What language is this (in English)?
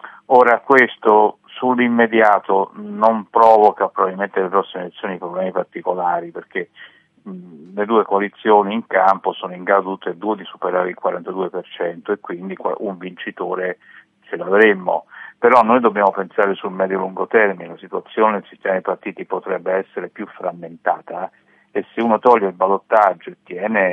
Italian